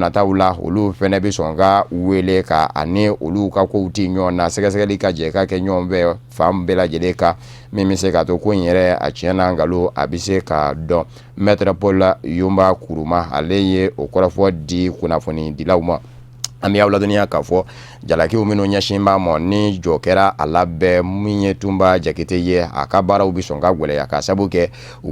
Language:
Bambara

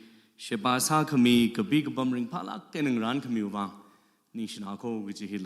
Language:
Tangkhul Naga (India)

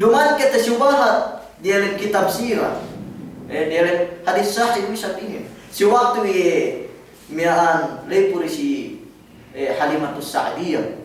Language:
Yakan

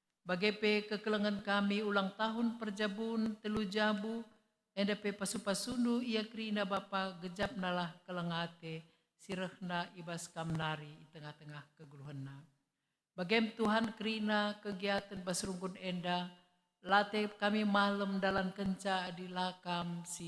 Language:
Batak Karo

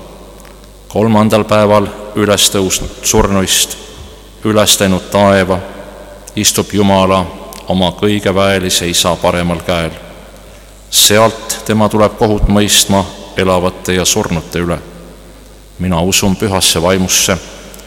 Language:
Estonian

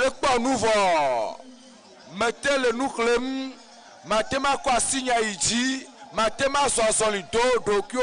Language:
Ewe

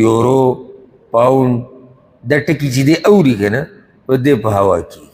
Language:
Pashto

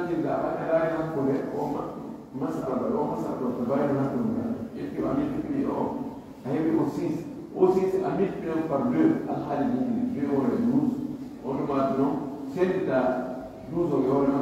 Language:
Pular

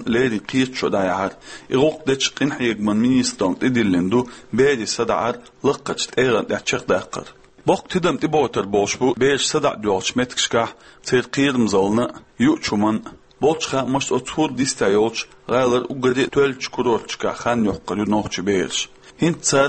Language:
Chechen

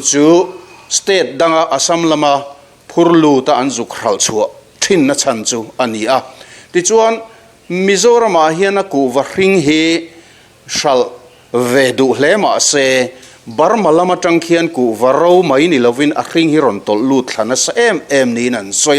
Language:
Mizo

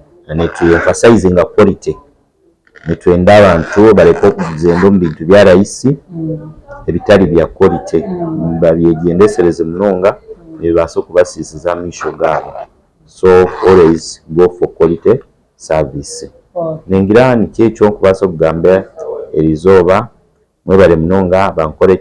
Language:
Nyankole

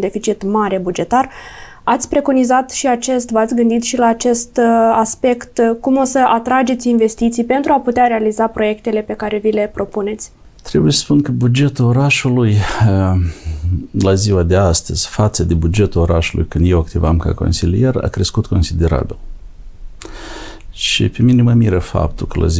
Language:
Romanian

